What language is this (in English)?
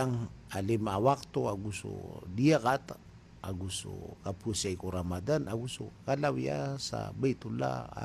Maranao